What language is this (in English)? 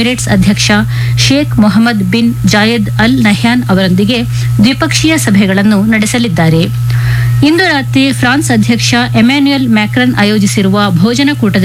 Kannada